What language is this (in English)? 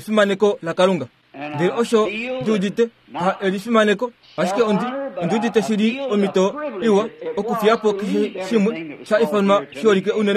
Kuanyama